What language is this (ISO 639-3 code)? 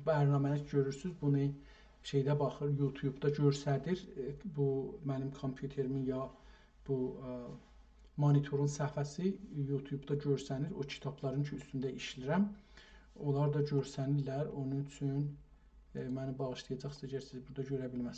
azb